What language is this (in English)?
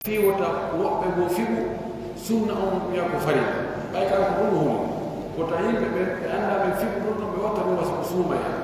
Pular